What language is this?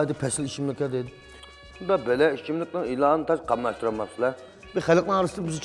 Uyghur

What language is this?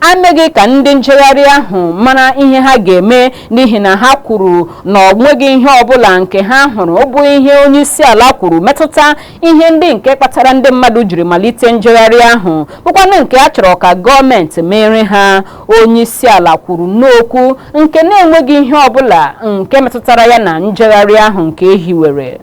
Igbo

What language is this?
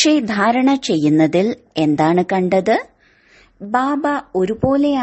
Malayalam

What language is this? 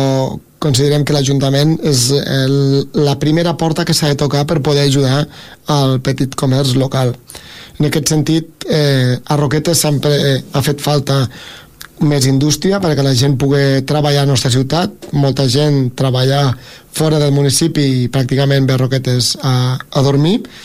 Catalan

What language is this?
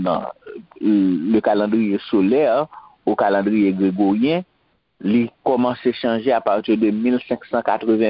Haitian Creole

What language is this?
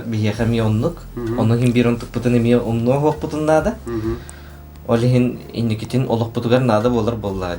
Yakut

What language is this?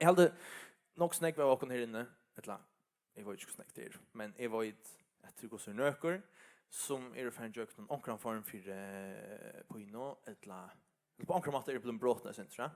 Faroese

